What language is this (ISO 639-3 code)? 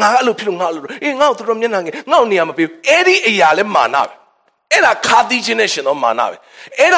mya